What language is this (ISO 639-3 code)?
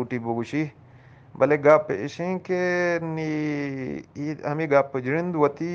bgp